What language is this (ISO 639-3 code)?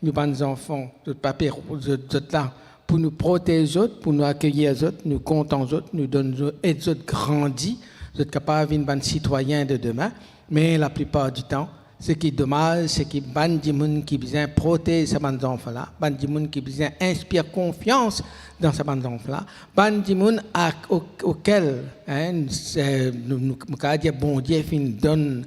mfe